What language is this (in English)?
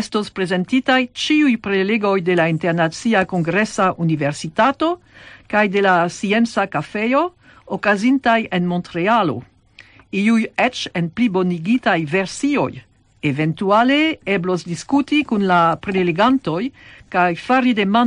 Esperanto